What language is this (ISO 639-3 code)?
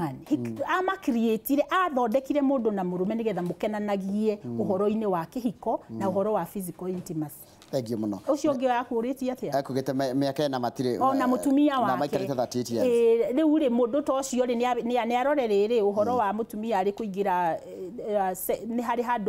kik